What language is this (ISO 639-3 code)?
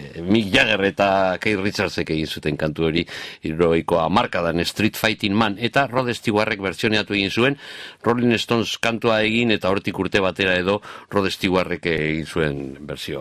eus